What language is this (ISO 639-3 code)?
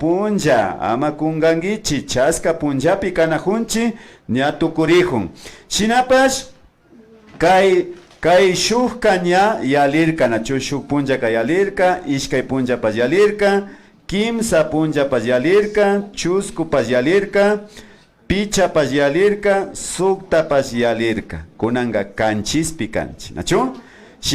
qvi